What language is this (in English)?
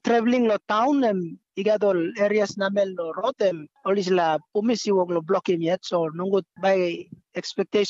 Tok Pisin